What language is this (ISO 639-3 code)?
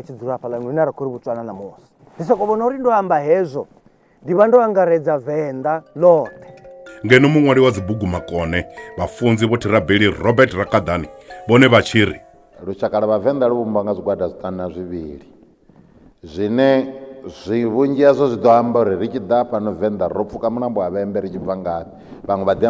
ven